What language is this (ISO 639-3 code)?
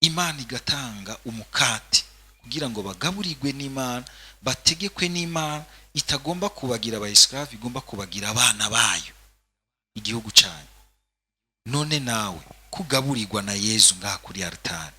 run